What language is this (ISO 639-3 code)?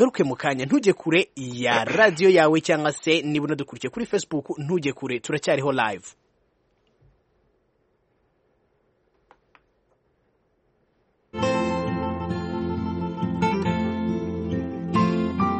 kin